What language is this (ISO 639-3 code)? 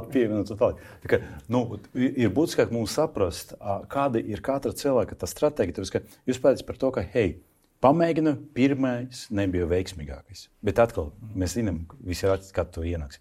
lav